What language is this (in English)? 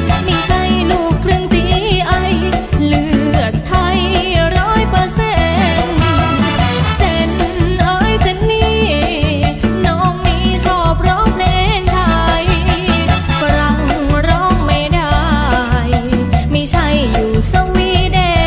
Thai